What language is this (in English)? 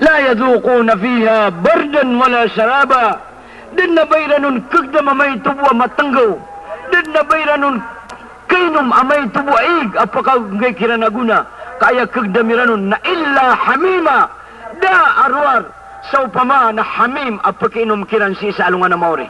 Maranao